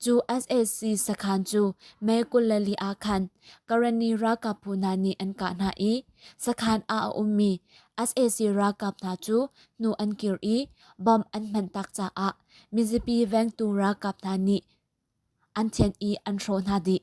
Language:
Hakha Chin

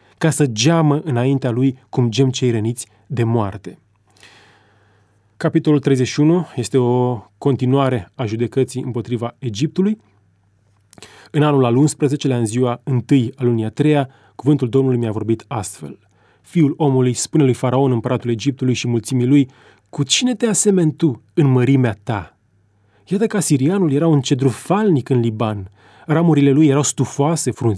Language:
Romanian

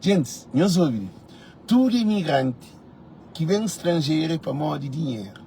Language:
Kabuverdianu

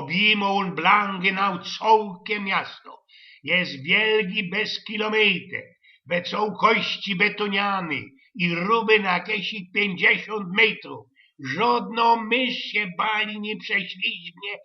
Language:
Silesian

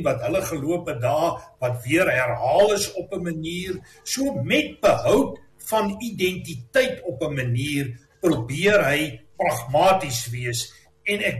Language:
Afrikaans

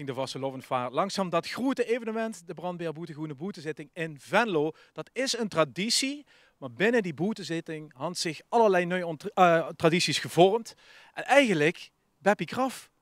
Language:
Limburgish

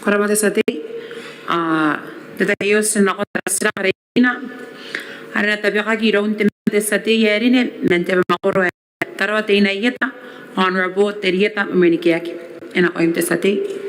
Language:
Gilbertese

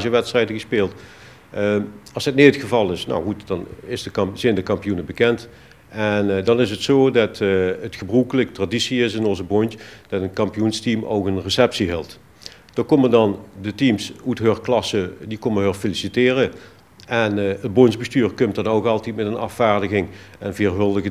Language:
Limburgish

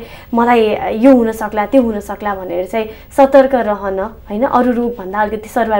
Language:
Nepali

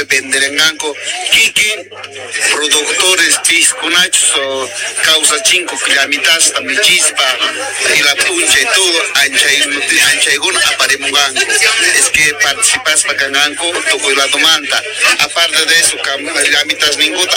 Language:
South Bolivian Quechua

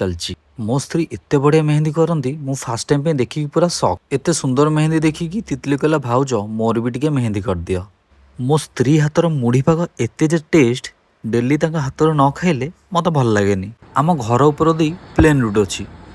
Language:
Odia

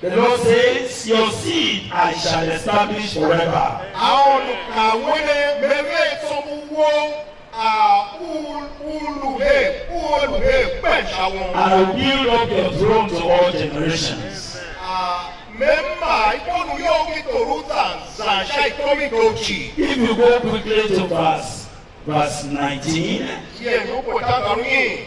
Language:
Tiv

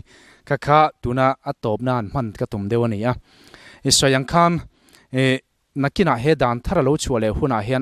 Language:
Mizo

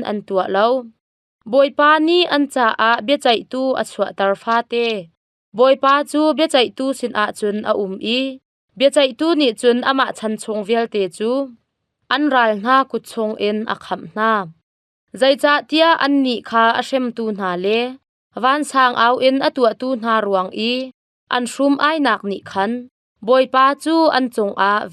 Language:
Hakha Chin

